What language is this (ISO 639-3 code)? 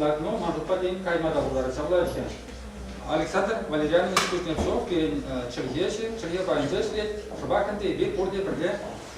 chv